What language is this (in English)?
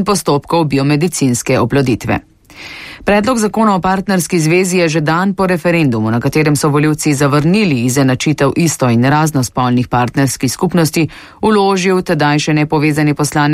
Slovenian